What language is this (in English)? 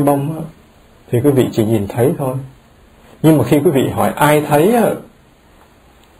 Vietnamese